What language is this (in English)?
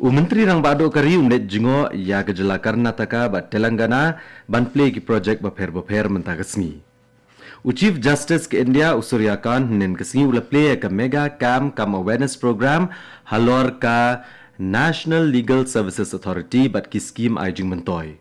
Khasi